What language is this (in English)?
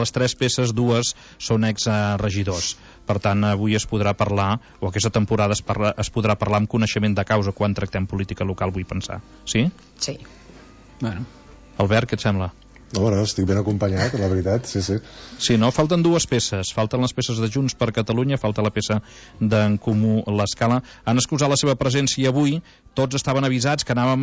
Catalan